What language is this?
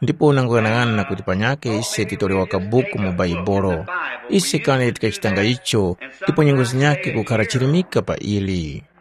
Tumbuka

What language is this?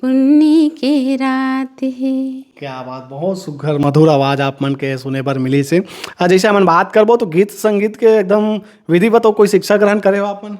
Chhattisgarhi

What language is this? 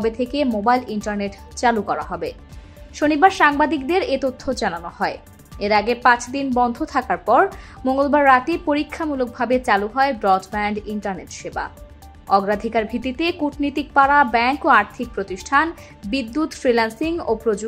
Bangla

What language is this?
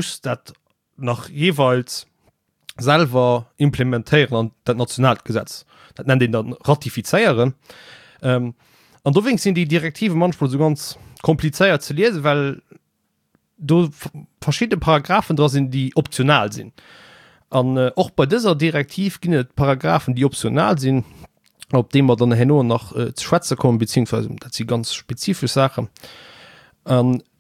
Luxembourgish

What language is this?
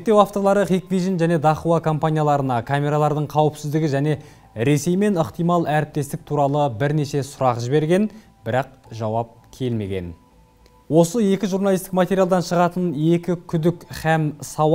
Kazakh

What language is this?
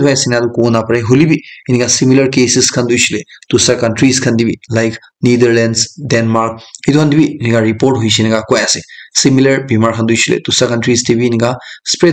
Naga Pidgin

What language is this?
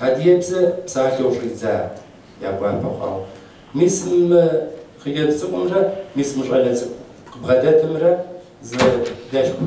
Kabardian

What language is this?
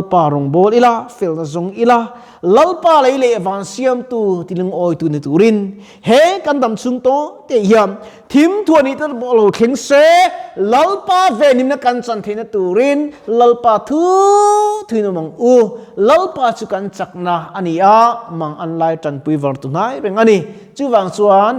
Mizo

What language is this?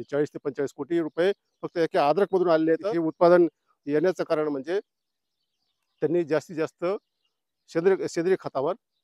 Marathi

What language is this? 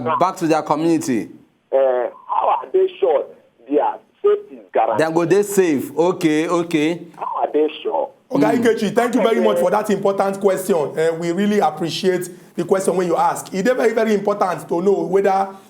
Nigerian Pidgin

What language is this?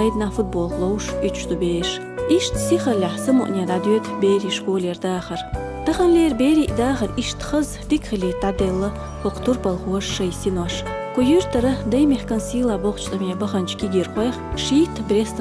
Chechen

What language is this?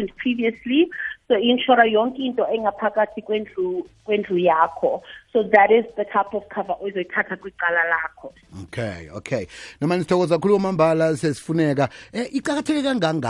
South Ndebele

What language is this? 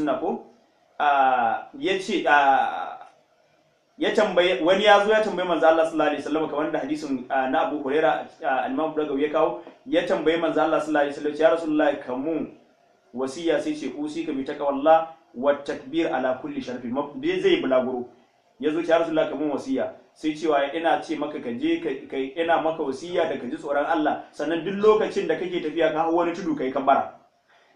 Hausa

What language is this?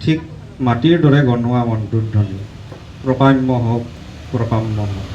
Assamese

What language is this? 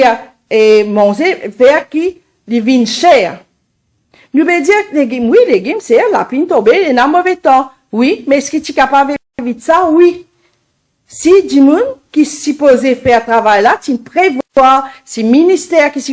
Morisyen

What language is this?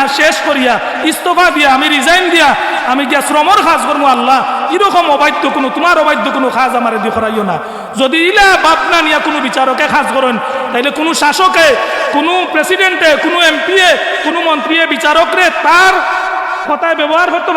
Sylheti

